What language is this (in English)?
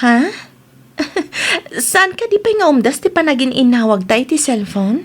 Iloko